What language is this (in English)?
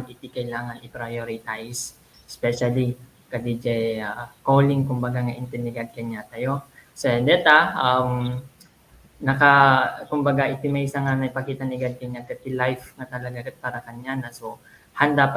Iloko